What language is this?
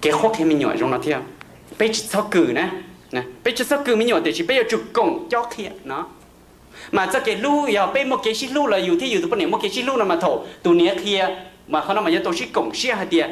Hmong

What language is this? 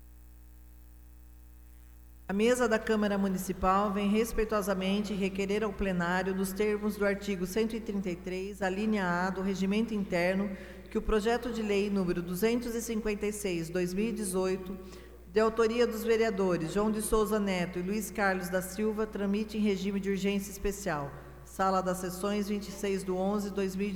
Portuguese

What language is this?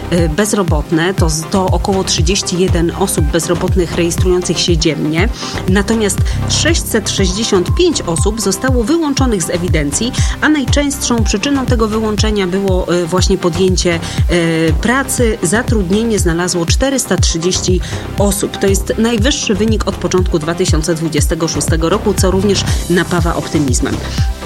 Polish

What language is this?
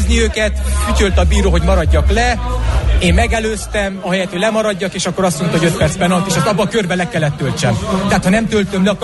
Hungarian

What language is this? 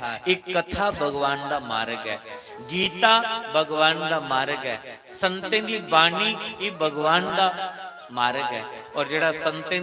Dogri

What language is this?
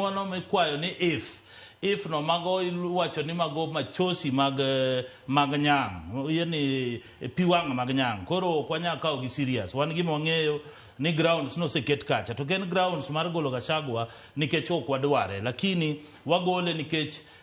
Luo (Kenya and Tanzania)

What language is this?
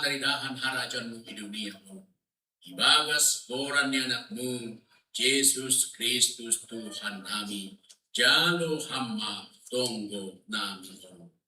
Batak Simalungun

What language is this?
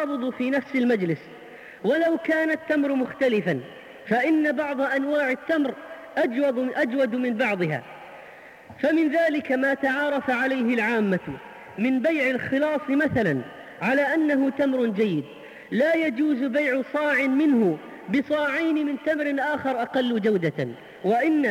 Arabic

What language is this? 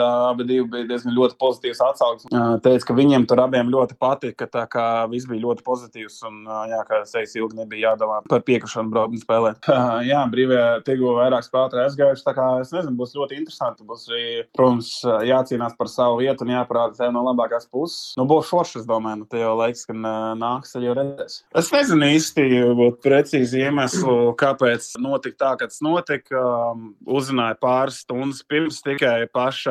Latvian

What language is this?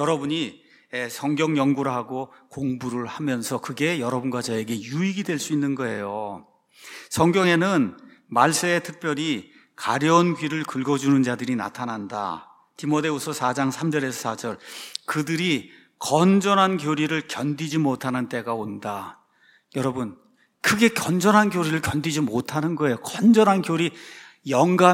Korean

